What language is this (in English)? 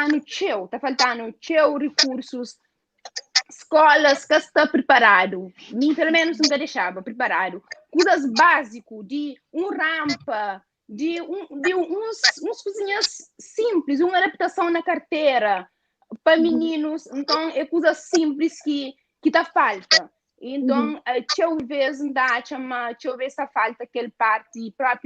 Kabuverdianu